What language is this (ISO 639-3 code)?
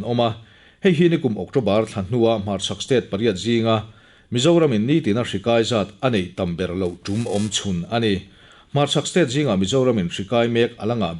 lus